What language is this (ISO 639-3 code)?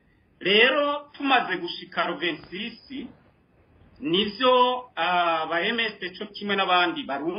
run